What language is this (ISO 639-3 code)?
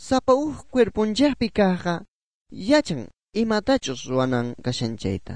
quh